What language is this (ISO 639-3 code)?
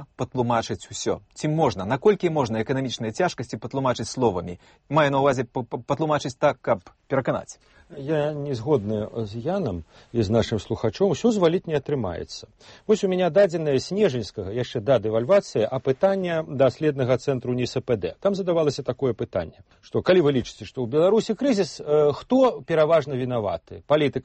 bel